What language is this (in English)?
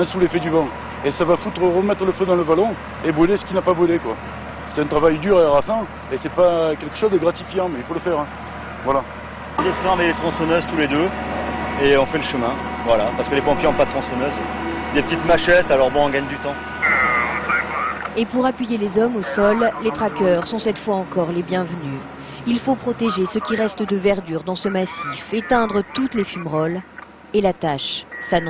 French